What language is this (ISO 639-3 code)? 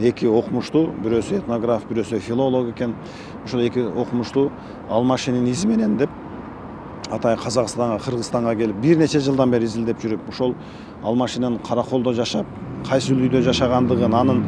kir